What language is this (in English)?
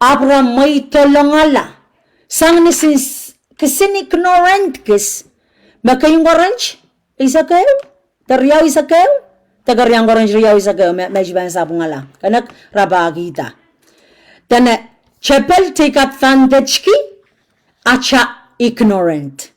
Pohnpeian